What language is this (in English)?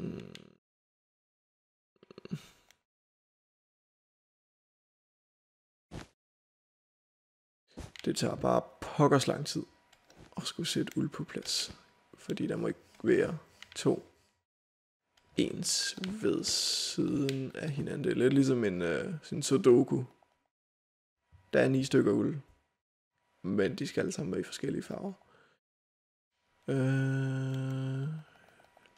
Danish